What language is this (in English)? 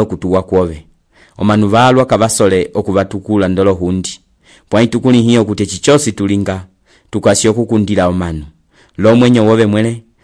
Umbundu